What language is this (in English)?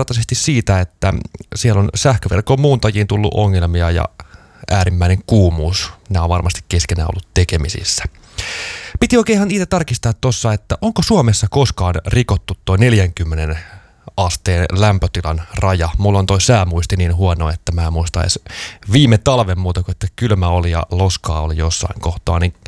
Finnish